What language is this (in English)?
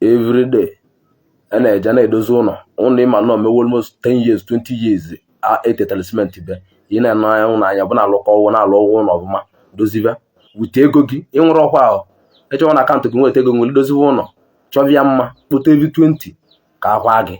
Igbo